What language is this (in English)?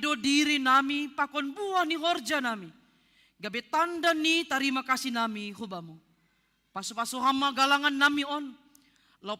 Batak Simalungun